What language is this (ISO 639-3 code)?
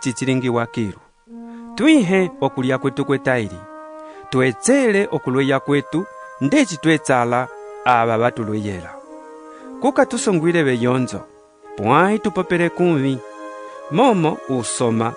umb